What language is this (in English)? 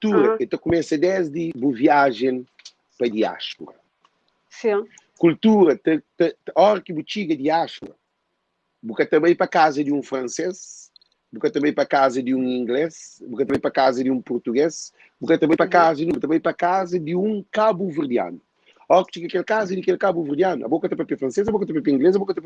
Kabuverdianu